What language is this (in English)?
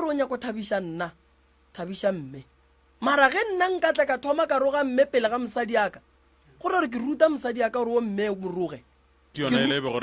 Northern Sotho